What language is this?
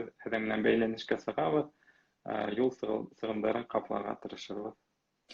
Bashkir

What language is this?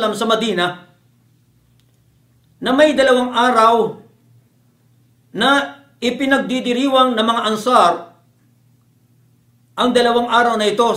Filipino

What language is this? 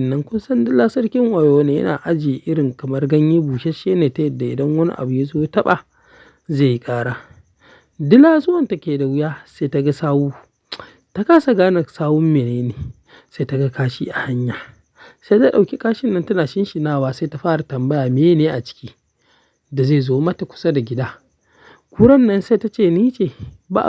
Hausa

